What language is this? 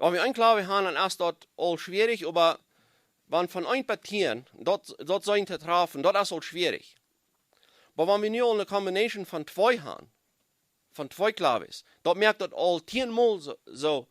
Plautdietsch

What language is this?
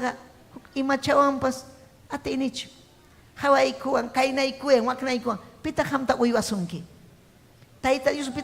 Ayacucho Quechua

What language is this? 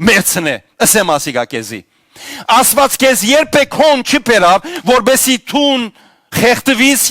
Western Armenian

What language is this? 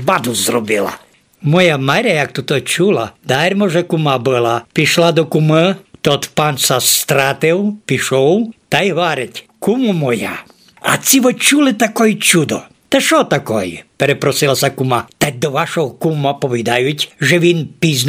Rusyn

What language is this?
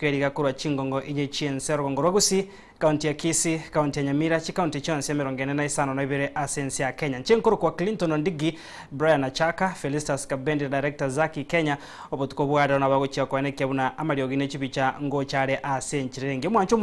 Gusii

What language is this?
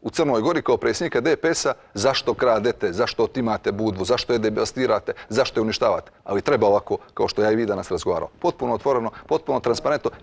Serbian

